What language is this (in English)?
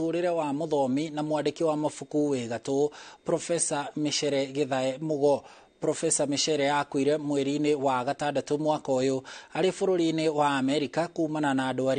Kikuyu